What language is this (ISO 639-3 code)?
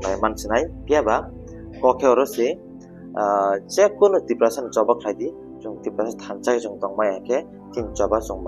trp